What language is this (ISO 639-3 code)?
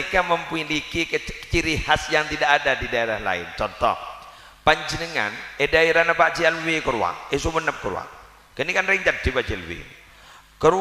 mad